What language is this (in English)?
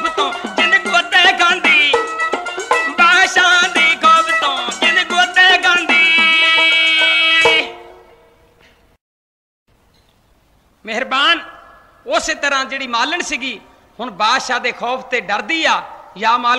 Punjabi